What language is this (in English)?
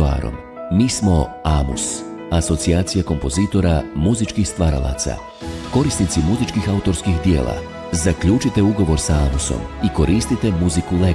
Bosnian